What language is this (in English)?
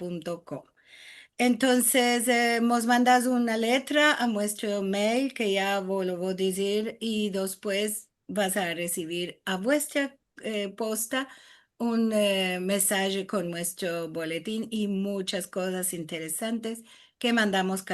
Ladino